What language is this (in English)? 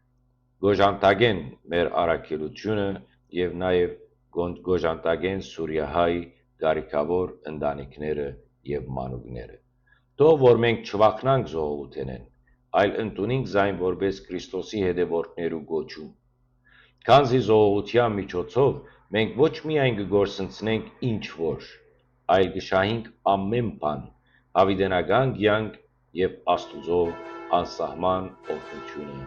Western Armenian